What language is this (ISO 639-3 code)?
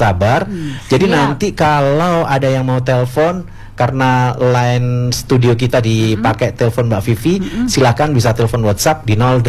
ind